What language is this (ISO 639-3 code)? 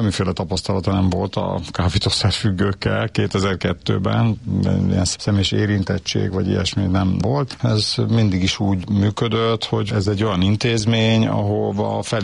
hun